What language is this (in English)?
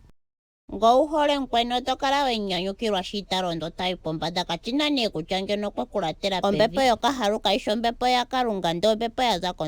Ndonga